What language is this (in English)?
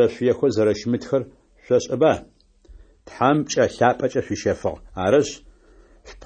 Adyghe